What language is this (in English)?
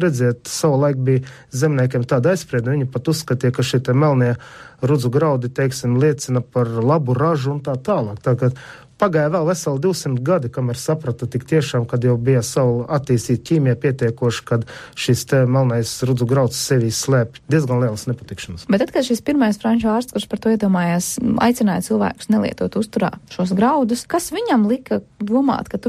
Latvian